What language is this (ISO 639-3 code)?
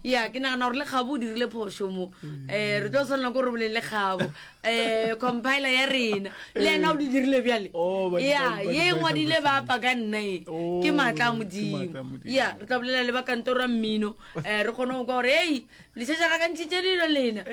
nso